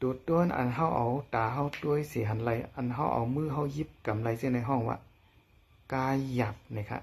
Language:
Shan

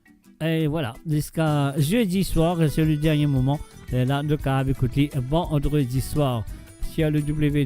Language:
Morisyen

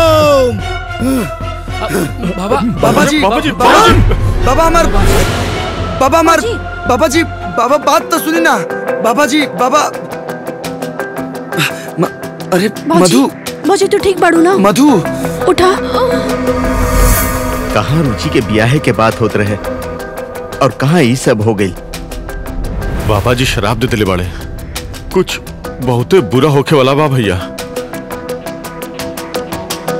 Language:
Bhojpuri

